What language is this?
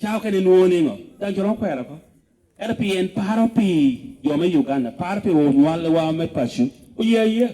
Lango (Uganda)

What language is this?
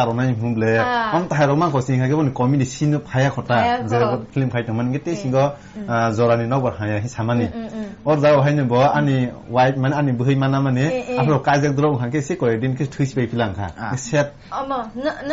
Kok Borok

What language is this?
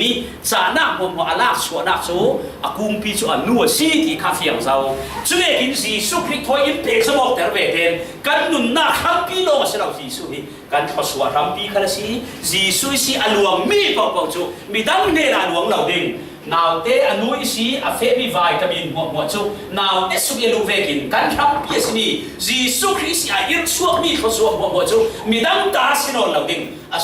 Falam Chin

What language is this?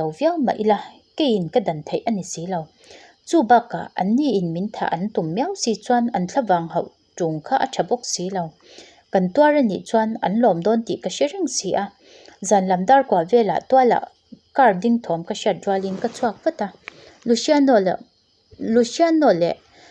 Mizo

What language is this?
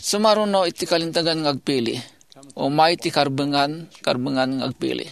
Iloko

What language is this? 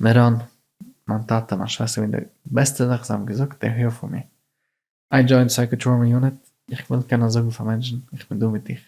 Yiddish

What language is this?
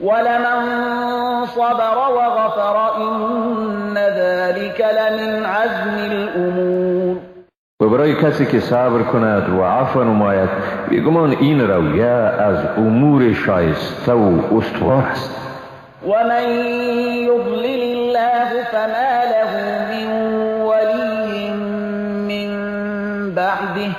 Persian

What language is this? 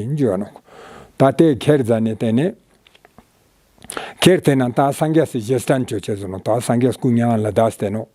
Ladakhi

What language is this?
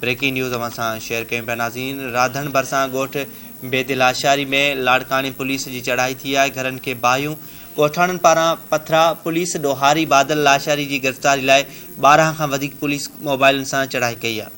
Sindhi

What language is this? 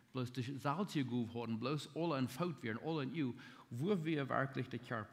Plautdietsch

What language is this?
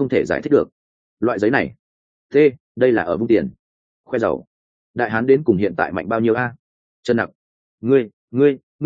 Vietnamese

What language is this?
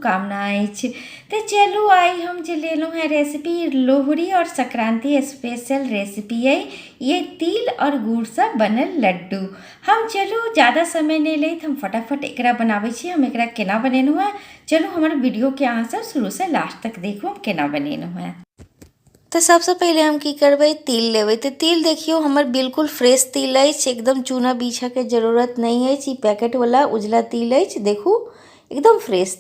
Maithili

